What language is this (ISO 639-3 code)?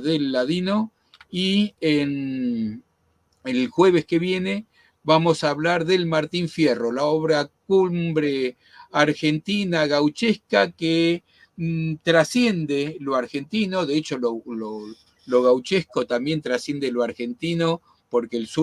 lad